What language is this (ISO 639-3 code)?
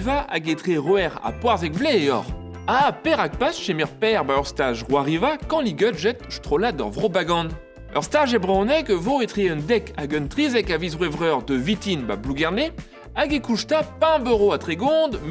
bre